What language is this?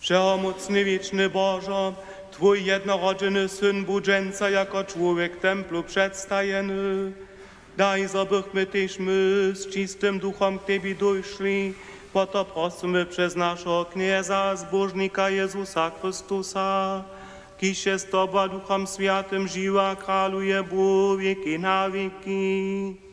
Upper Sorbian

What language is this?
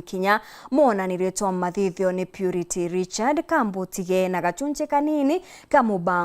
Meru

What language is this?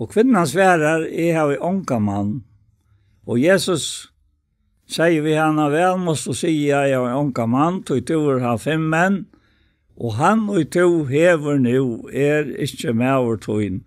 Faroese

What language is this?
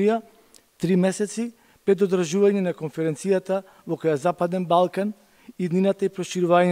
Macedonian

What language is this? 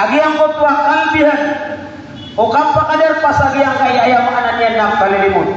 Maranao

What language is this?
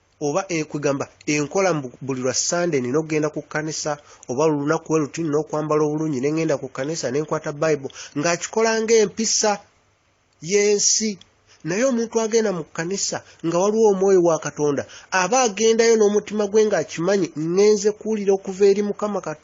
Ganda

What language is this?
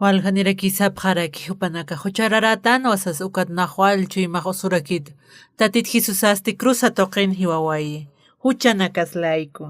Aymara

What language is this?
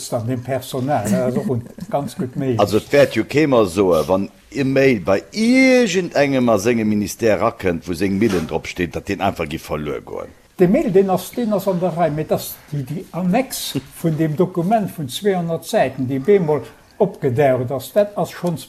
Luxembourgish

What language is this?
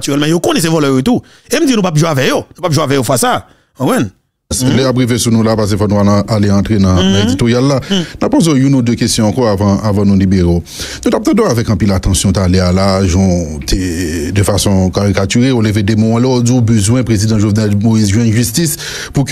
Haitian Creole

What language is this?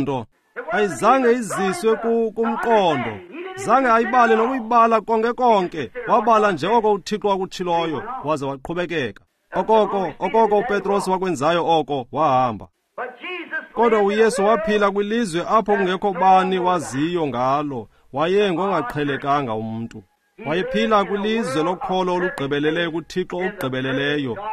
Xhosa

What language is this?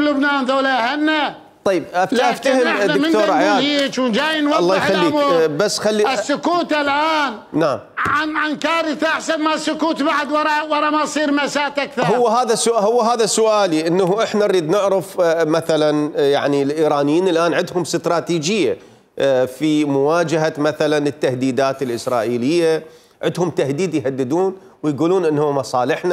Mesopotamian Arabic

